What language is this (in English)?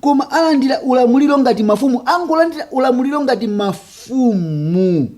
Nyanja